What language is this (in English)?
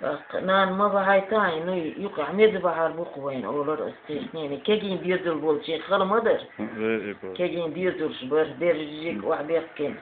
Chechen